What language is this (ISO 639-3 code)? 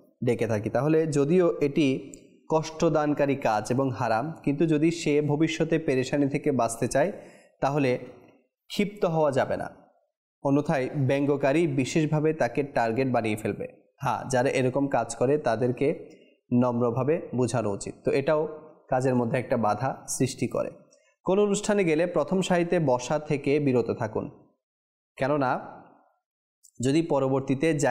ben